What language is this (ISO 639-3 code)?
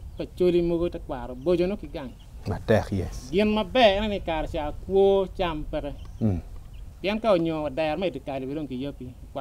ach